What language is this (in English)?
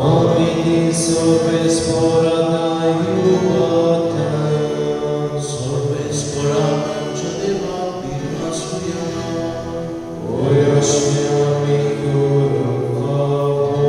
Konkani